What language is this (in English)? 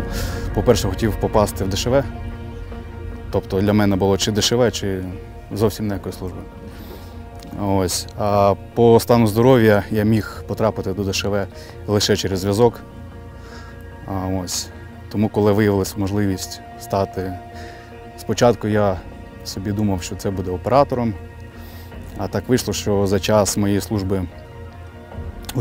Ukrainian